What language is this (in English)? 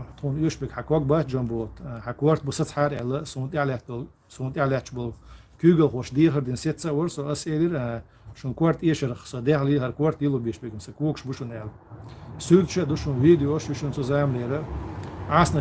Chechen